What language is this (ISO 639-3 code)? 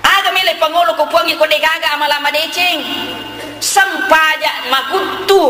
bug